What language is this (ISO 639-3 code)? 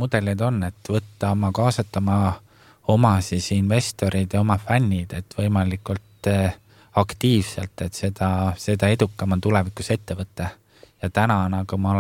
est